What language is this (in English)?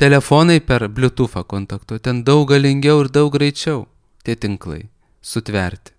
Lithuanian